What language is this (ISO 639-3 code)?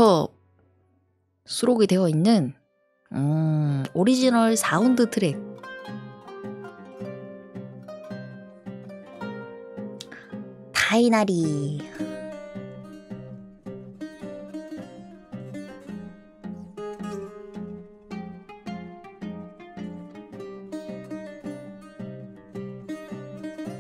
kor